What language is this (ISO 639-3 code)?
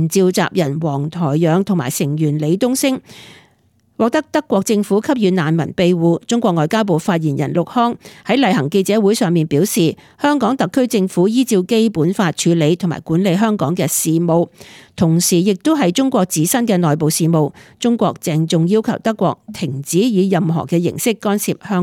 yue